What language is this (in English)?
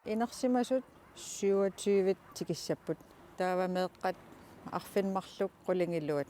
Kalaallisut